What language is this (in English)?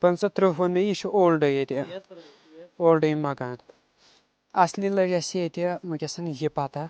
Kashmiri